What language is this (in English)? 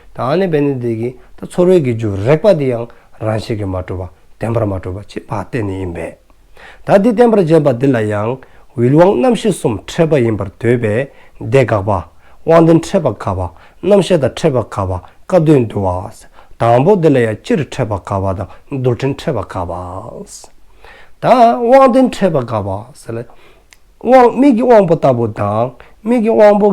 Dzongkha